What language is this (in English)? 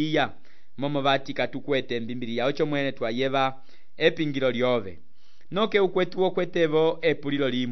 Umbundu